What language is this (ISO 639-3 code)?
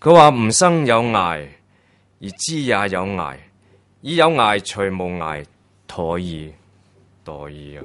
yue